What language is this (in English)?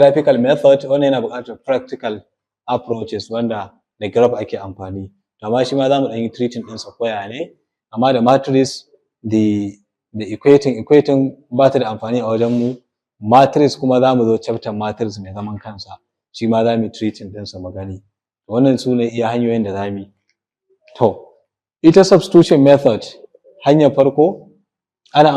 Hausa